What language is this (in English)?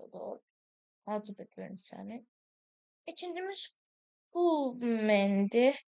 Azerbaijani